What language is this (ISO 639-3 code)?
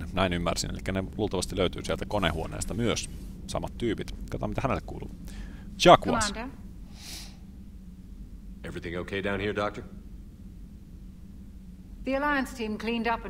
fin